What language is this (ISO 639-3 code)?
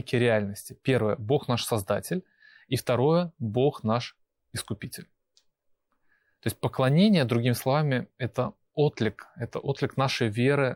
rus